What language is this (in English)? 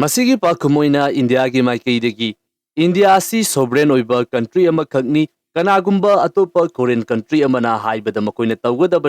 Manipuri